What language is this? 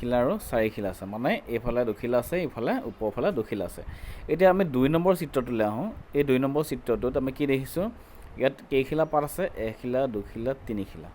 Assamese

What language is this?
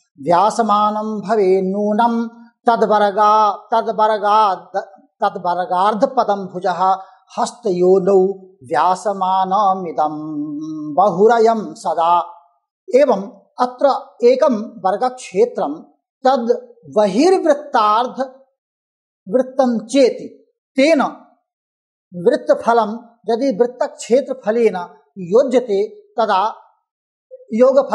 Sanskrit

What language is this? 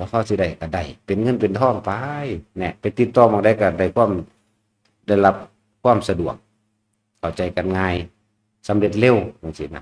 Northeastern Thai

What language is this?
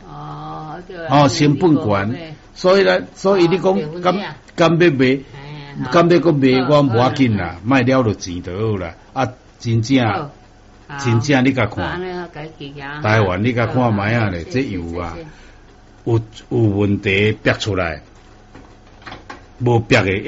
Min Nan Chinese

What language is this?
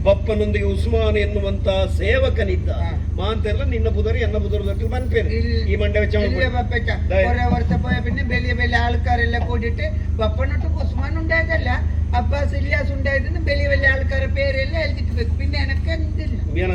Tulu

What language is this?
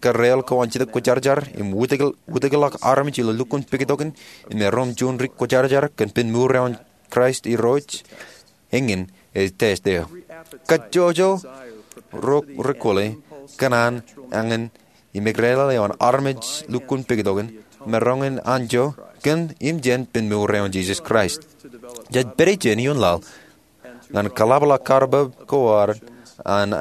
Marshallese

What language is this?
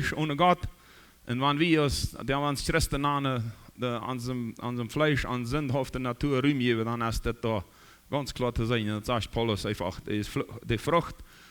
Plautdietsch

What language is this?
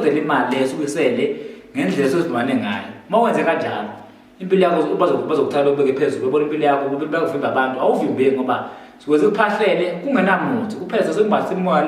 Zulu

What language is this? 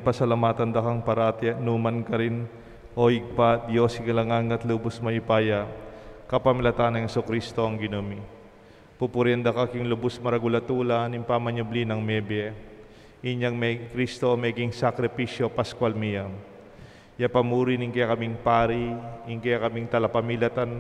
Pampanga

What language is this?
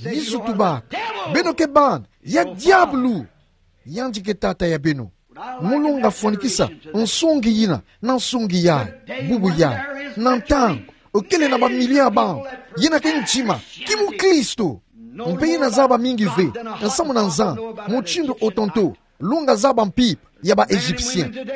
Kituba (Democratic Republic of Congo)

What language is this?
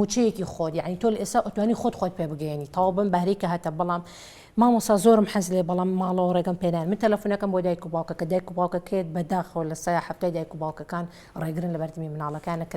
Central Kurdish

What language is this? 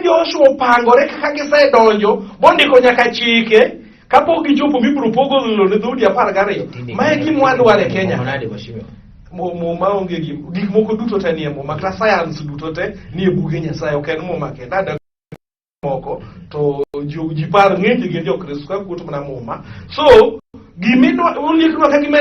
Luo (Kenya and Tanzania)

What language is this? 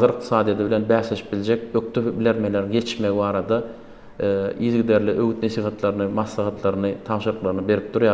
Turkmen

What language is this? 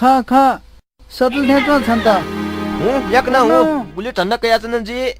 Newari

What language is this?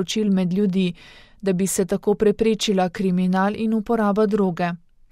Slovenian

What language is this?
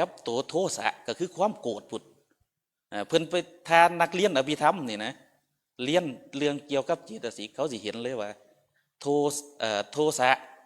Northeastern Thai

